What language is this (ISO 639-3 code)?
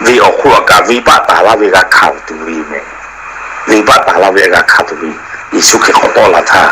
lhu